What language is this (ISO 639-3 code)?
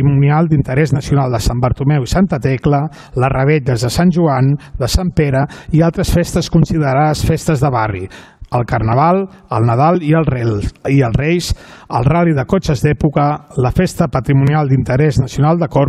cat